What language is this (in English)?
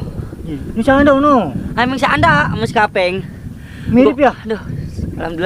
Betawi